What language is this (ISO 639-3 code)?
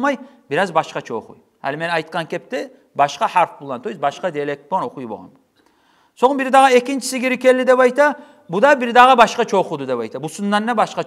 kum